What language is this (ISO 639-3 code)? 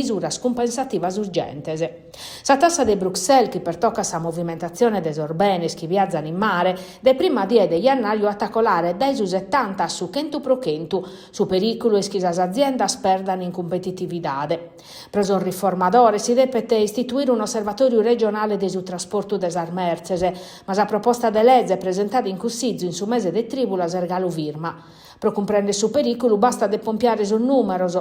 srd